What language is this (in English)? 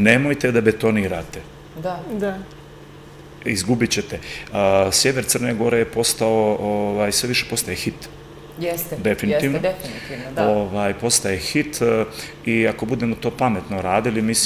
Serbian